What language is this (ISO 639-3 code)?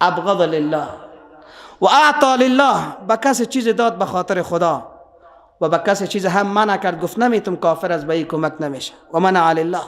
fas